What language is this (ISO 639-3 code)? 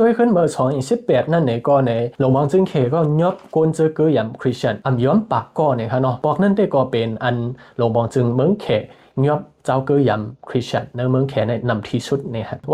shn